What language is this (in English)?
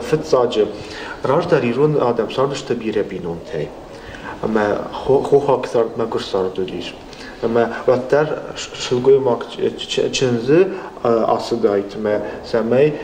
Ossetic